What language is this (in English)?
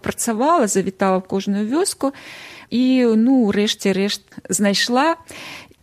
Belarusian